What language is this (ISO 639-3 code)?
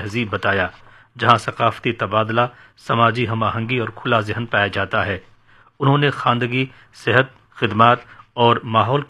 urd